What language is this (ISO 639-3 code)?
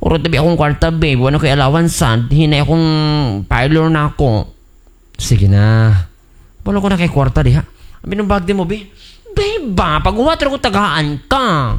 ceb